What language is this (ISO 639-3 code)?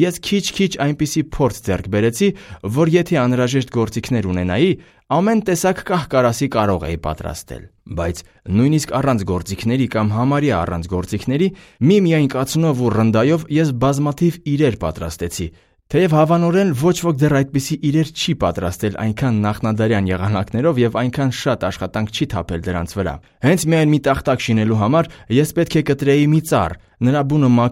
hye